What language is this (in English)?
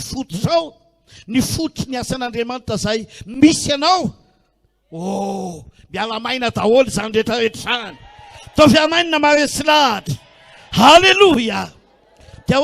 Malagasy